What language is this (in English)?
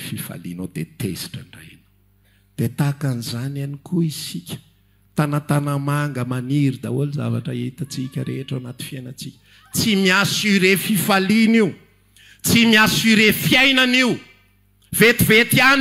Malagasy